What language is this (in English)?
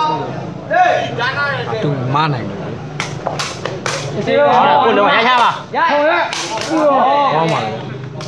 Burmese